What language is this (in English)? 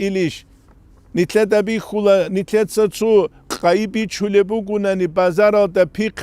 Avaric